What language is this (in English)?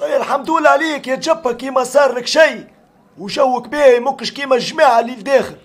Tunisian Arabic